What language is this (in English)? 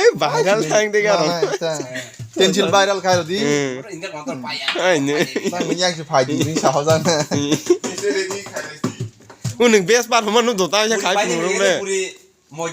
Kok Borok